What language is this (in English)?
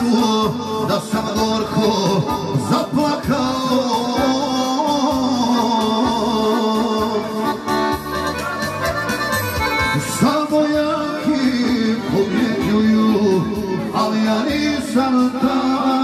Croatian